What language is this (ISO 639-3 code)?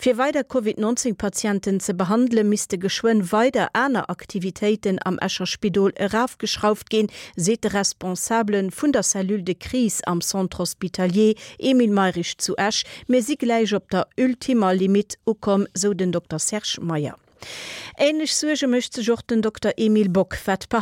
ltz